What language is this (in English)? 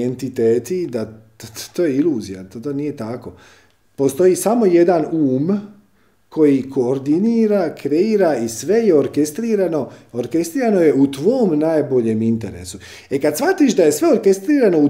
Croatian